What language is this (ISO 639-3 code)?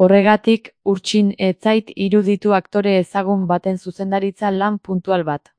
eus